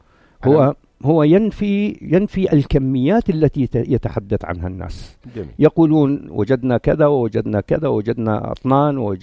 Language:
North Levantine Arabic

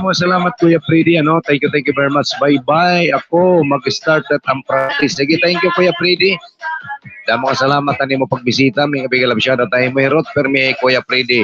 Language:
Waray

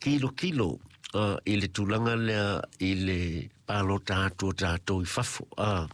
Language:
Samoan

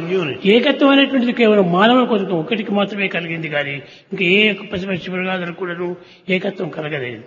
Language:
Telugu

